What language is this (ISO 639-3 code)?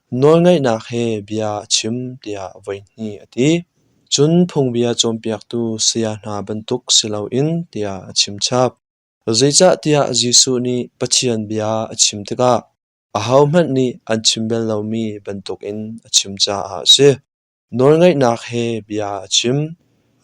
cnh